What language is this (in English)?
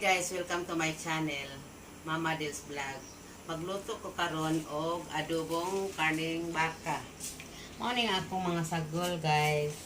Cebuano